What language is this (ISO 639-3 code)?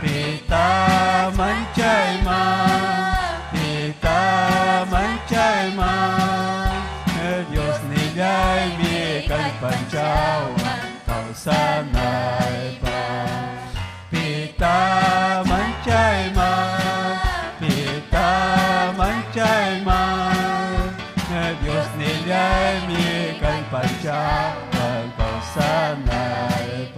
quy